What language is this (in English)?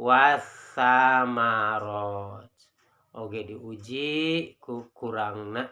Sundanese